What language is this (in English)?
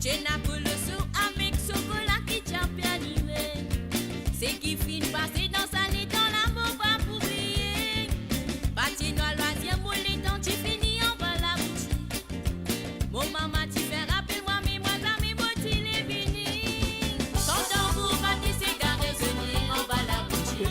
Morisyen